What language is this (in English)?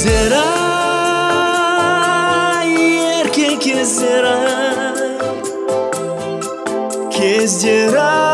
Kazakh